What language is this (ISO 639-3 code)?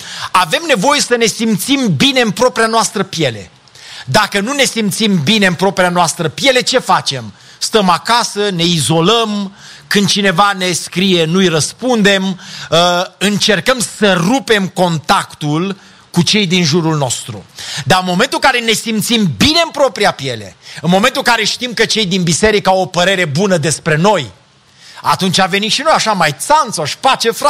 ron